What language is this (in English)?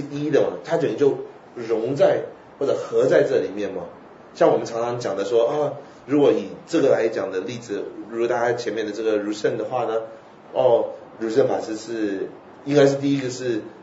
Chinese